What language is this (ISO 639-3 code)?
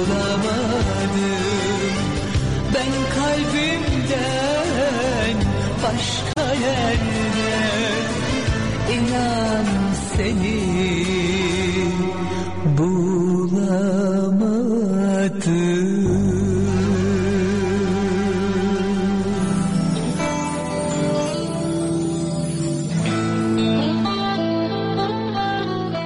tur